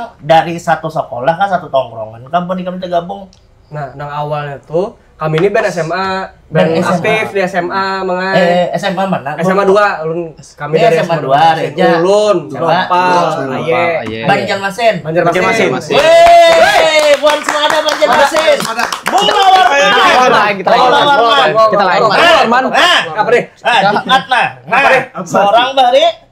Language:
Banjar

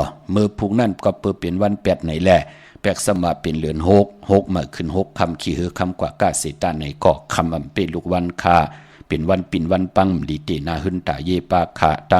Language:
Shan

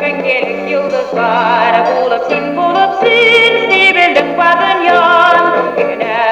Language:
Tatar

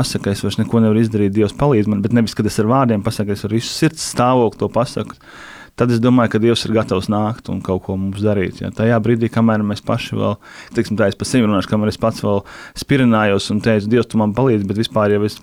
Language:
Latvian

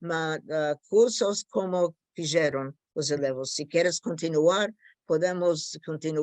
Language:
Ladino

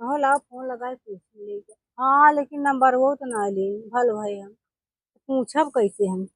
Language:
Awadhi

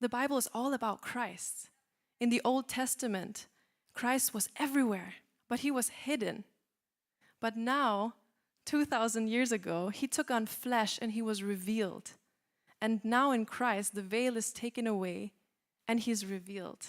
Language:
English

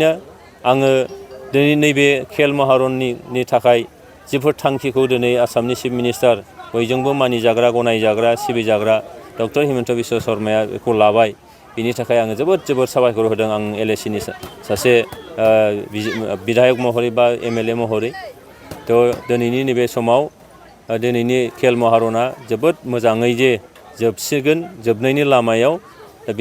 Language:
Bodo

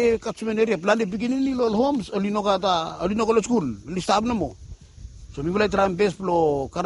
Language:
Bislama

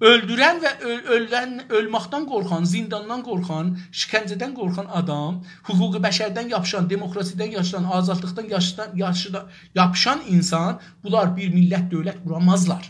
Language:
South Azerbaijani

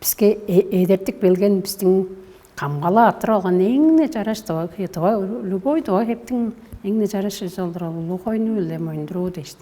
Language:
Tuvinian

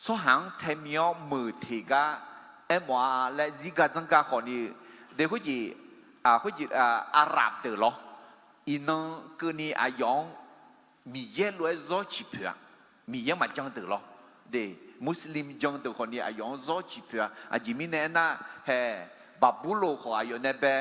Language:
Akha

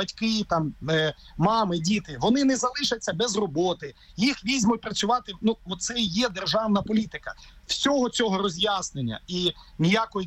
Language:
Ukrainian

